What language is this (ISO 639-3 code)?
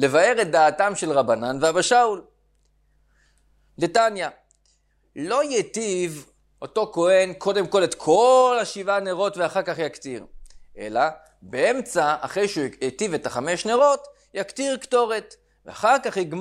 heb